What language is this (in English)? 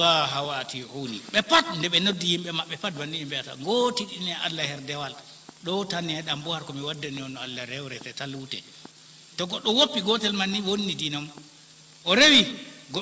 Fula